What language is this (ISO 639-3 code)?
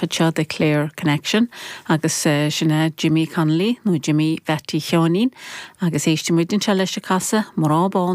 gle